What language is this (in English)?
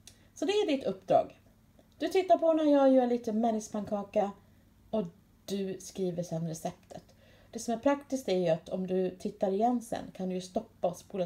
Swedish